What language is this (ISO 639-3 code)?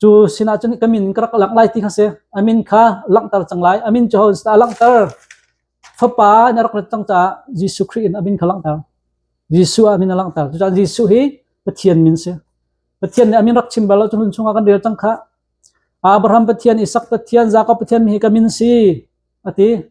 cnh